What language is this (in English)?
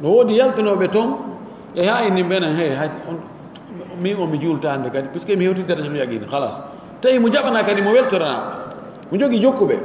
Pular